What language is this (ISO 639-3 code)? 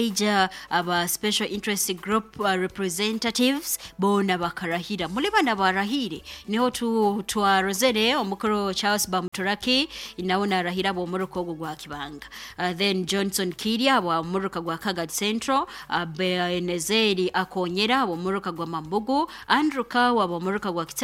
nyo